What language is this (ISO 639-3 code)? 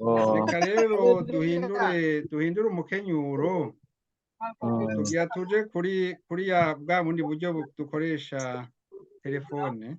run